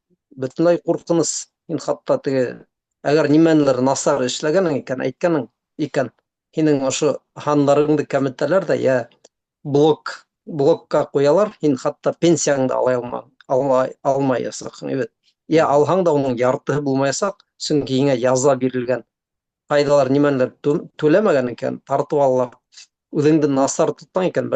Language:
Bashkir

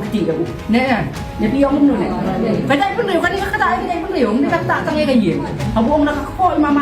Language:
Khasi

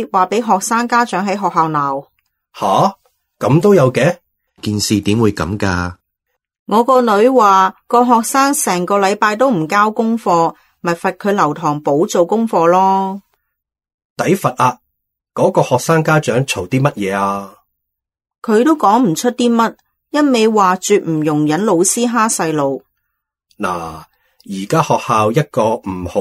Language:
Cantonese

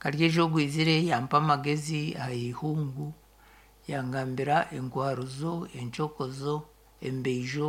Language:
Nyankole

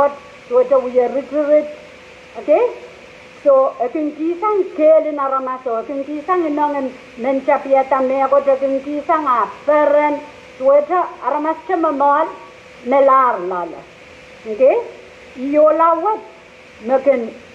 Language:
Pohnpeian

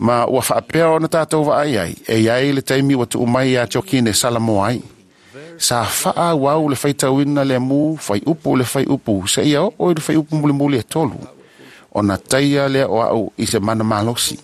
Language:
Samoan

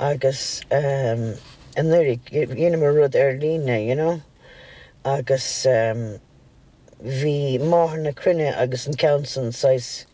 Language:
Irish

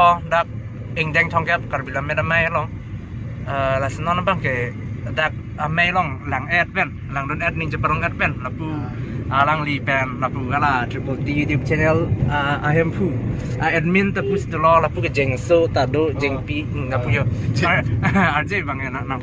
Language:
Karbi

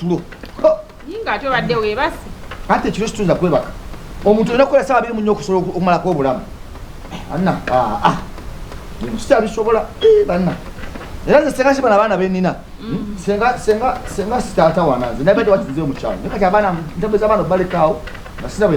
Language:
Ganda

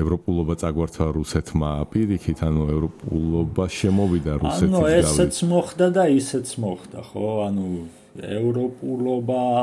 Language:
Georgian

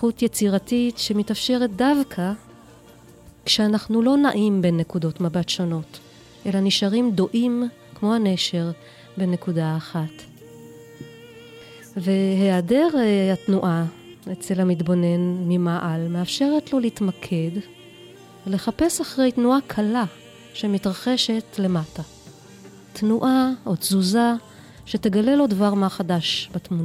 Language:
Hebrew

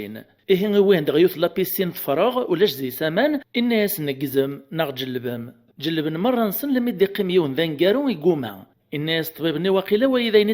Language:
Kabyle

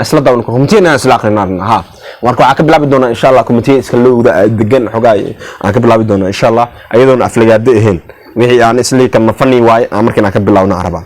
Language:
Somali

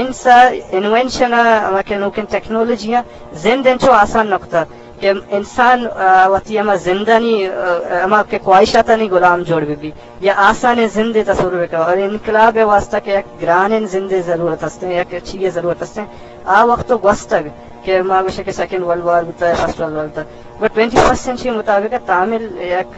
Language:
Eastern Balochi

